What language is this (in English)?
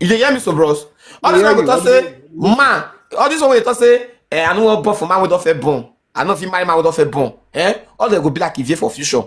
Nigerian Pidgin